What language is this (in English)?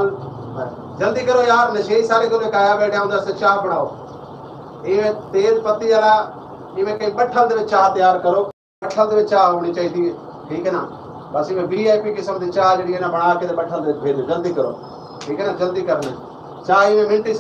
Saraiki